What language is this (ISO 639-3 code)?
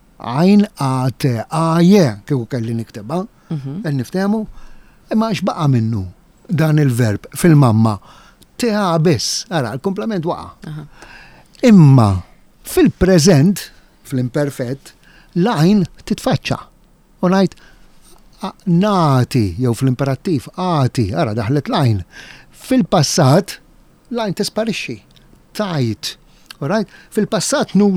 mlt